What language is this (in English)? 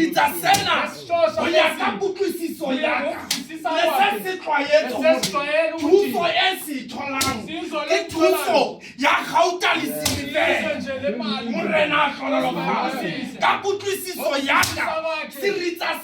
Southern Sotho